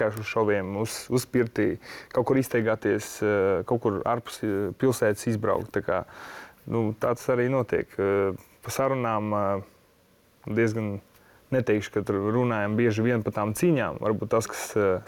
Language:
Latvian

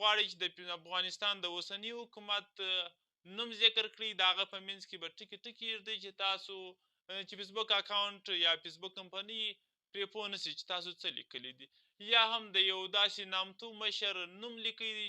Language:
Pashto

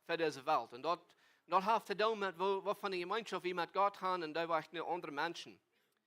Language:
Plautdietsch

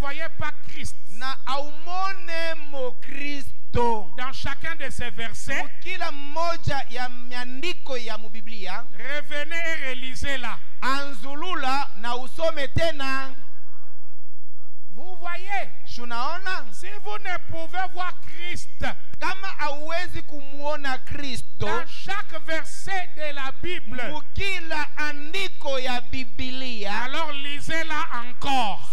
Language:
Swahili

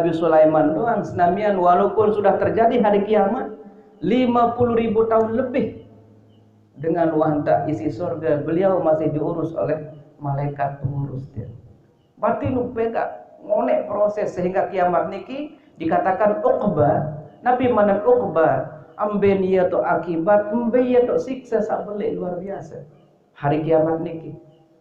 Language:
Sasak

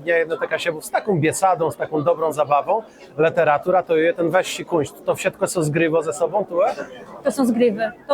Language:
Kashubian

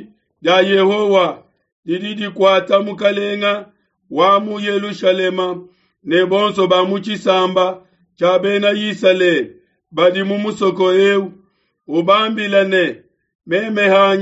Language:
Luba-Lulua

